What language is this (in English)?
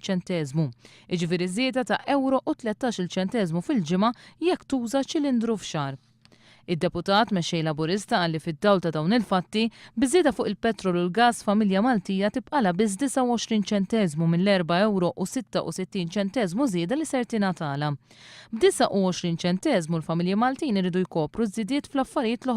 Maltese